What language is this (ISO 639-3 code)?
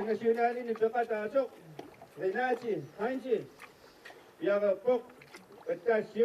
kal